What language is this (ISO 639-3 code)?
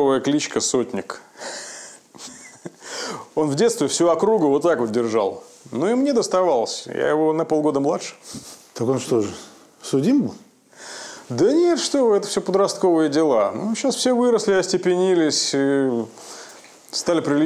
rus